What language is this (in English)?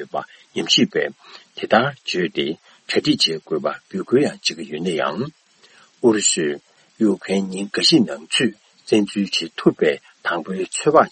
Tibetan